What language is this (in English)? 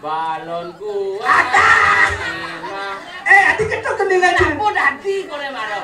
Balinese